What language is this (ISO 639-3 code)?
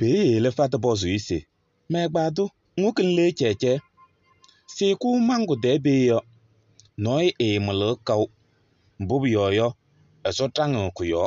kbp